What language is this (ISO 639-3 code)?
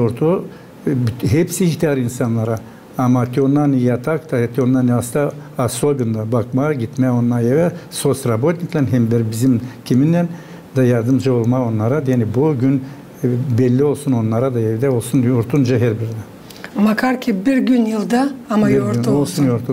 gag